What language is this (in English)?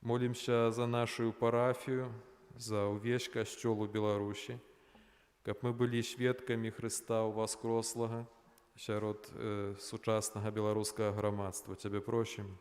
Belarusian